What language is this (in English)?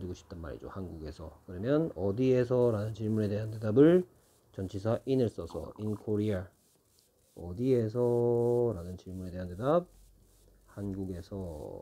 Korean